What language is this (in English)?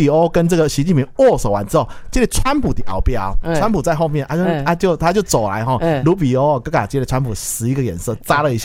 Chinese